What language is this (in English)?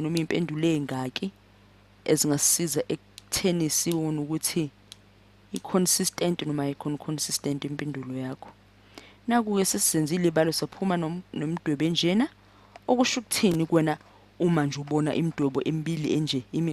Zulu